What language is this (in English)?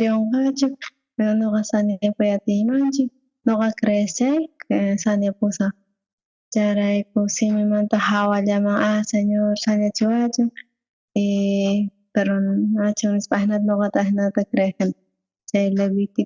South Bolivian Quechua